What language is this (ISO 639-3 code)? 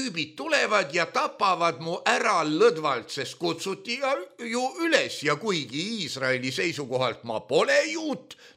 est